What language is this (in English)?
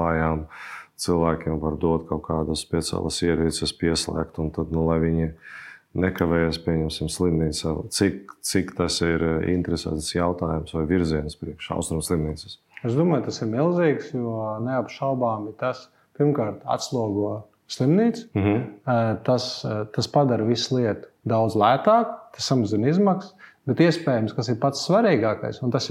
Latvian